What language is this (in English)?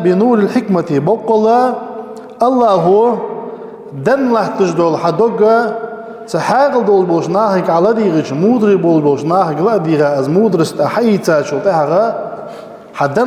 Ingush